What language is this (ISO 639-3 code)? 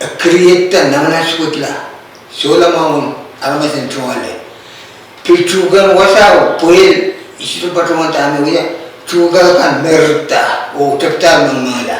pon